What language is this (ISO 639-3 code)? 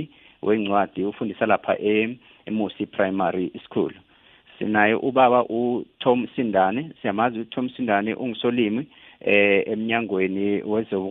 nbl